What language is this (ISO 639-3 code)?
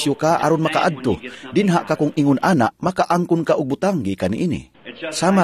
ceb